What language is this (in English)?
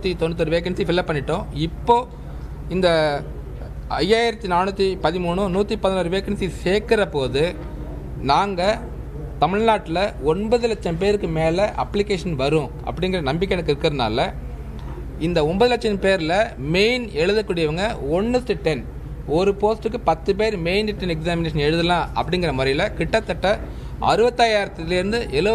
Tamil